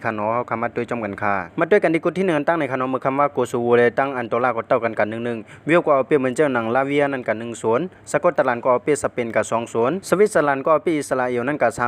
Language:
Shan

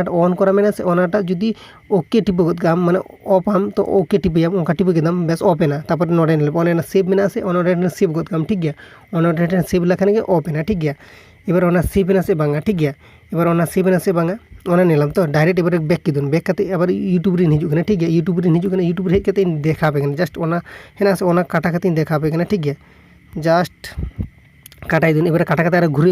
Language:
Santali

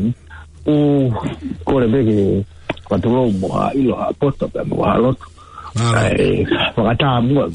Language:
Tongan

